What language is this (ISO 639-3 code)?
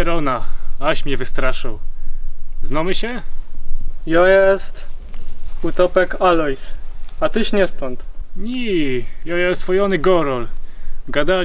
szl